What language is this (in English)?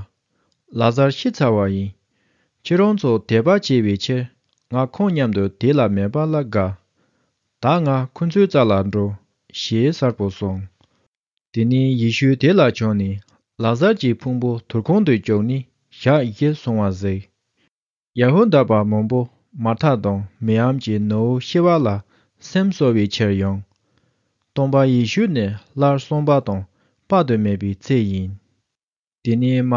Tibetan